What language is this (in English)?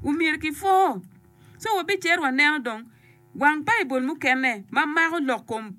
Acoli